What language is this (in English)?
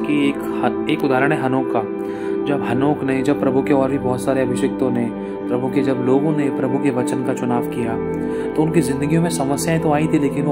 Hindi